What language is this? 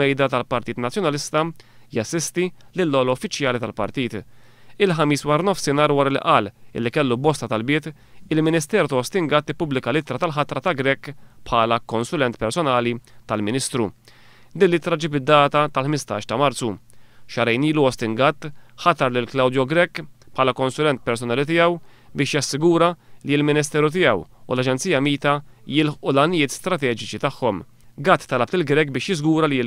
Maltese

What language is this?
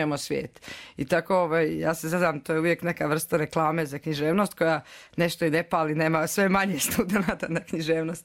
Croatian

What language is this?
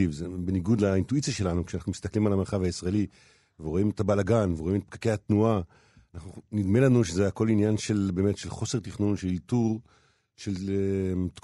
Hebrew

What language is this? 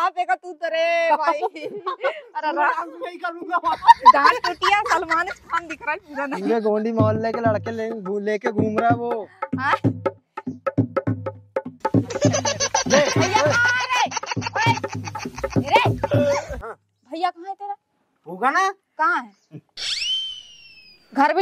Hindi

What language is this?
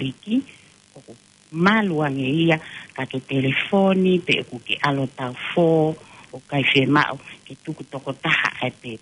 Tongan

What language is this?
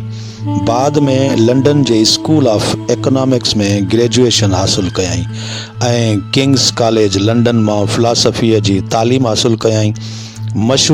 Sindhi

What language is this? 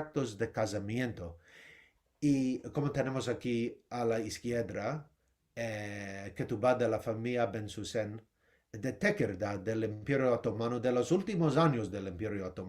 Ladino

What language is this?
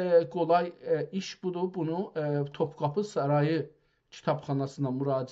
South Azerbaijani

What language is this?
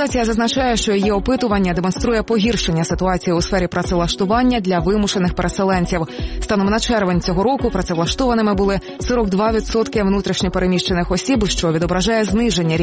Ukrainian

